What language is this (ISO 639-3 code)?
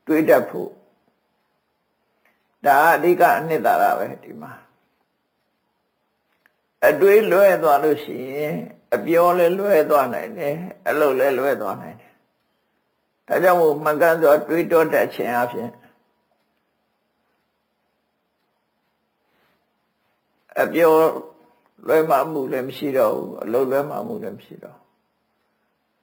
mya